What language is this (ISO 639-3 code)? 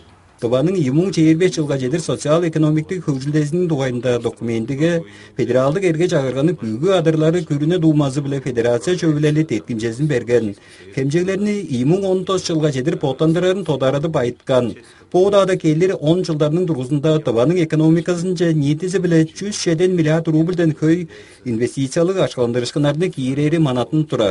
tyv